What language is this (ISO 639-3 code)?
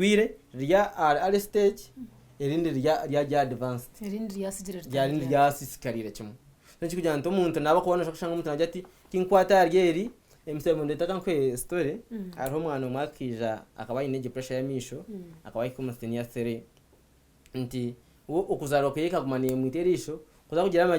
nyn